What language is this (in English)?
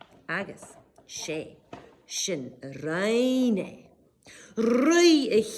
Scottish Gaelic